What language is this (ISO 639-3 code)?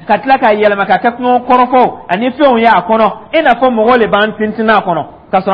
dyu